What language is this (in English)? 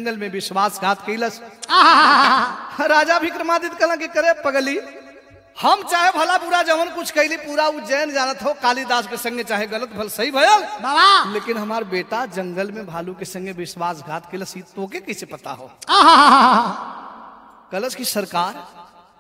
Bhojpuri